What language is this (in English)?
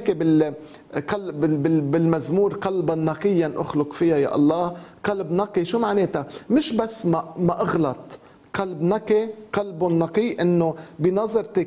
North Levantine Arabic